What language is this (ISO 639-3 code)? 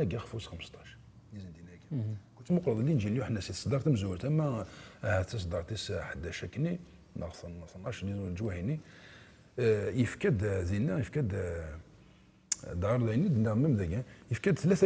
kab